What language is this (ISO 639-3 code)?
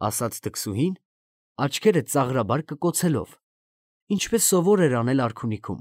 hye